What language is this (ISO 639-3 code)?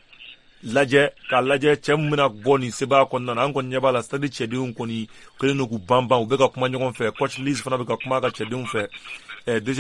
bam